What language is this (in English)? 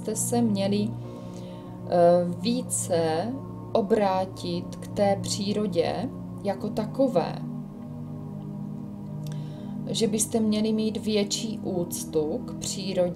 Czech